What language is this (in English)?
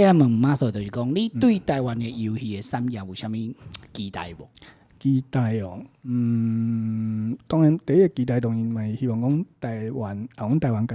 Min Nan Chinese